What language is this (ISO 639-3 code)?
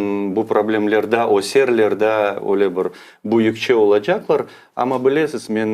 crh